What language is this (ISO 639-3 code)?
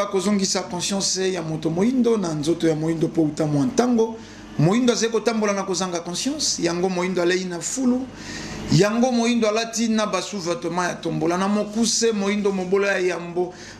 lin